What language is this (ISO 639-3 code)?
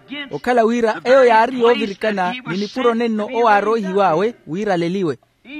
vmw